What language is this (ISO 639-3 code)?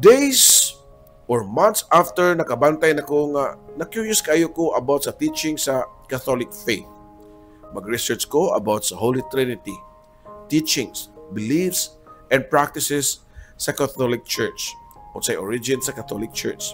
ceb